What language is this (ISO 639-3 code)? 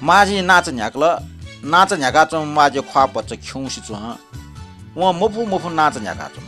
new